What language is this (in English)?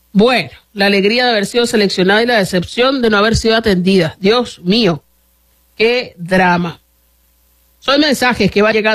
Spanish